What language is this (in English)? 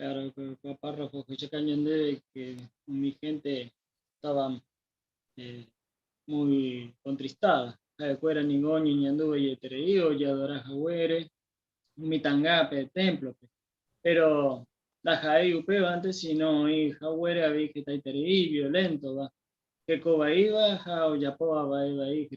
Guarani